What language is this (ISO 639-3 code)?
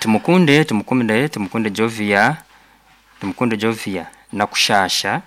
nyo